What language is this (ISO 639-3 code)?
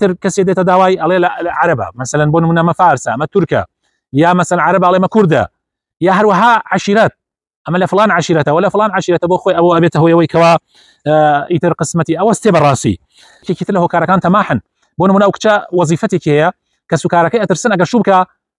ckb